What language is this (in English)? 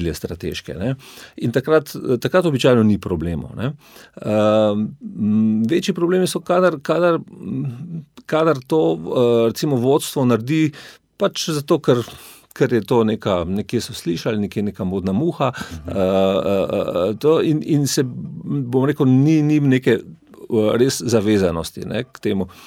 Slovenian